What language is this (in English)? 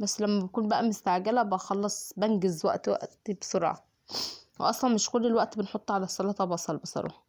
Egyptian Arabic